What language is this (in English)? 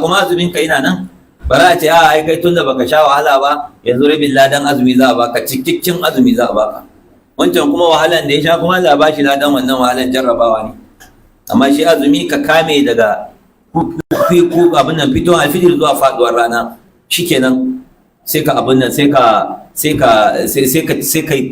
Hausa